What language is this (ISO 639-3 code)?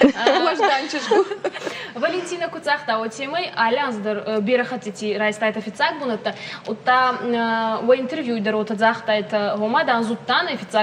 oss